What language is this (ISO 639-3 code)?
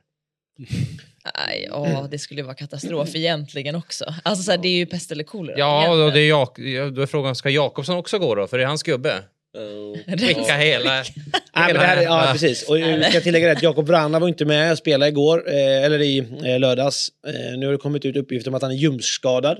swe